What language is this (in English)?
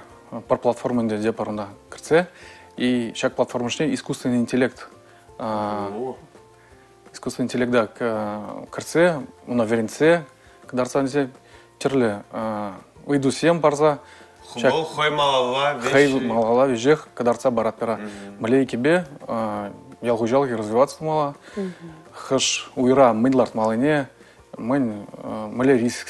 Chuvash